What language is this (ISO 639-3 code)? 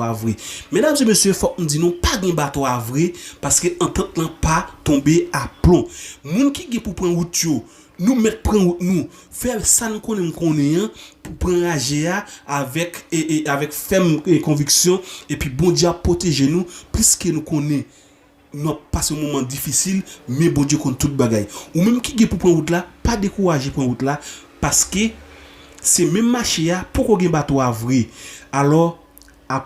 hat